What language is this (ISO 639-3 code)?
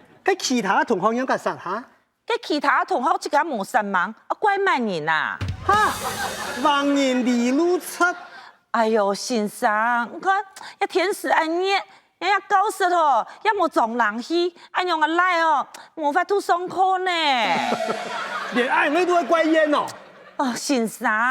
hak